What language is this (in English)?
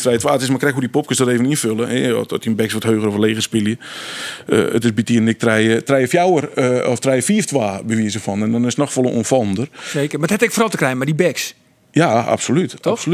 Western Frisian